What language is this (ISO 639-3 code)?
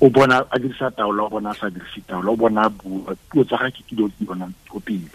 tsn